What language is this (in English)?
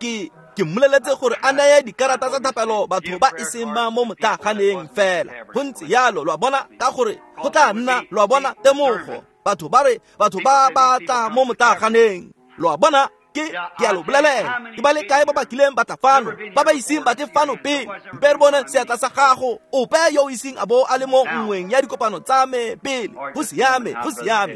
Tswana